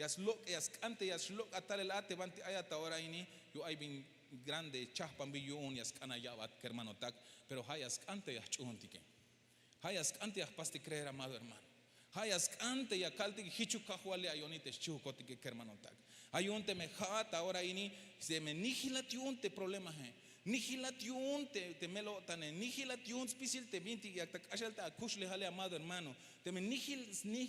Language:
Tzeltal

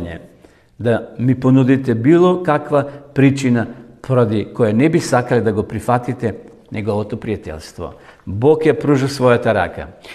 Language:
Macedonian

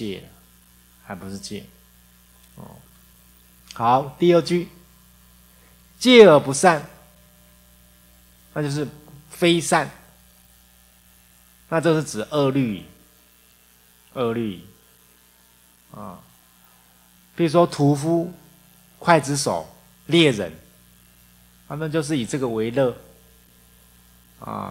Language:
Chinese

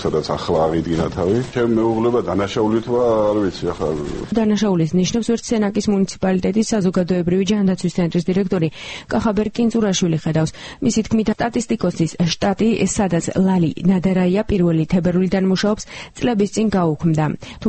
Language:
Georgian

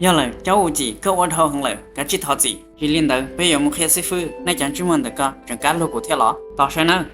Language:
Hmong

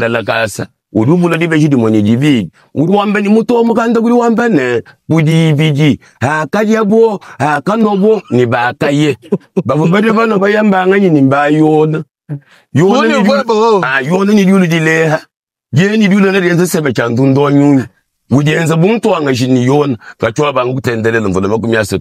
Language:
Luba-Lulua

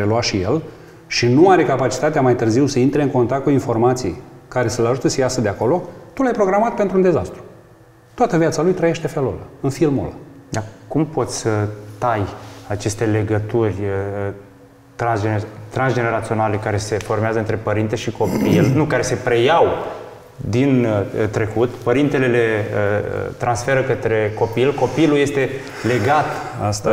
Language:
Romanian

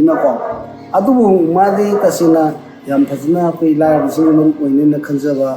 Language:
Manipuri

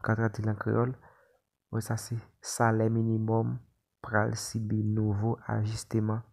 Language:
Haitian Creole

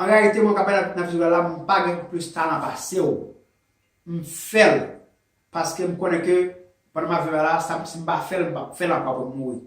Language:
Haitian Creole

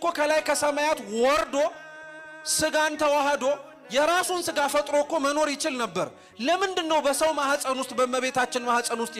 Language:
Amharic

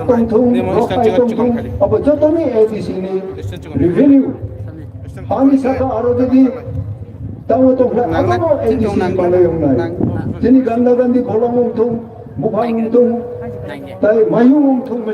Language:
Kok Borok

